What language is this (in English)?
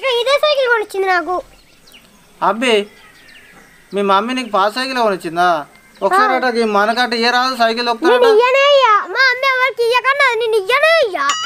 Telugu